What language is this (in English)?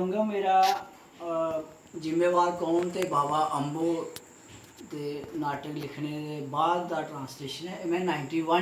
Dogri